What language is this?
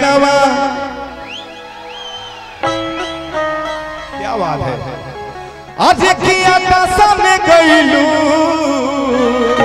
Bhojpuri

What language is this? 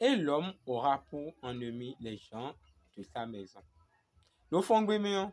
Fon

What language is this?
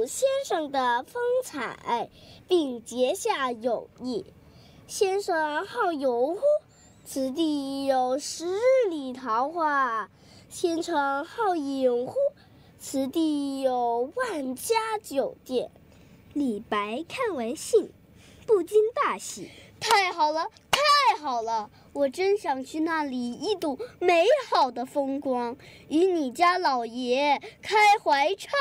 Chinese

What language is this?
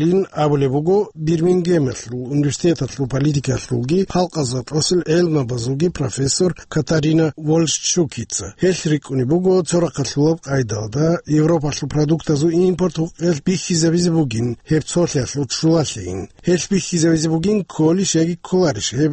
Avaric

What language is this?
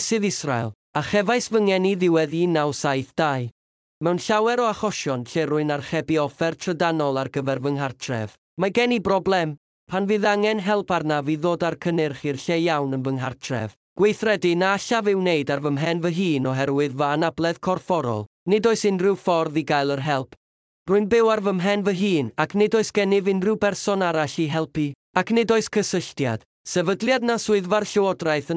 Welsh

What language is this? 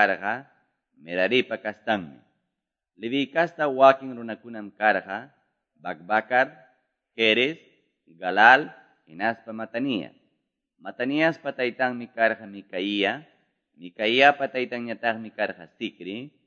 Quechua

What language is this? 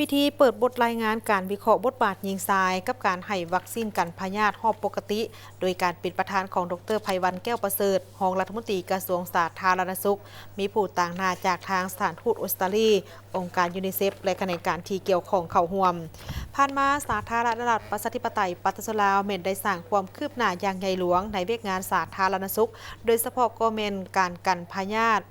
Lao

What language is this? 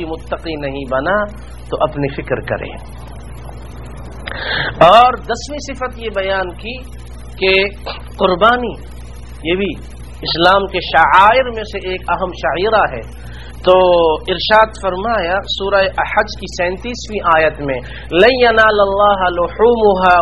Urdu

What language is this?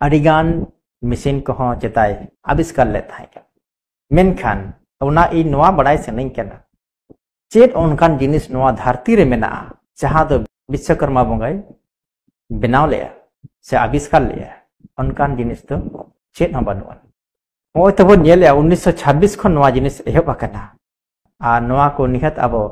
Santali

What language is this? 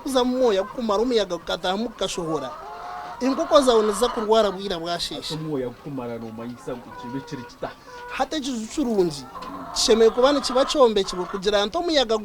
Nyankole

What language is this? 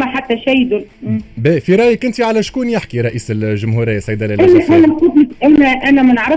Tunisian Arabic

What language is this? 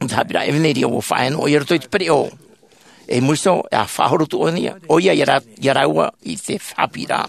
Tahitian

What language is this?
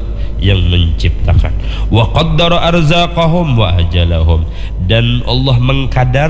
Banjar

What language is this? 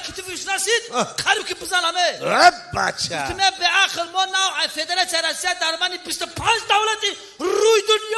Tajik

